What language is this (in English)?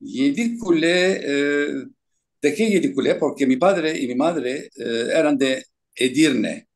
Ladino